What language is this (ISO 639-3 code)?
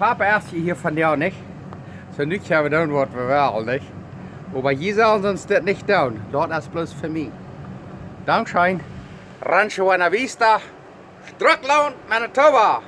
pdt